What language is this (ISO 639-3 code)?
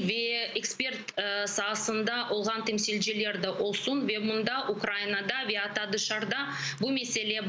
crh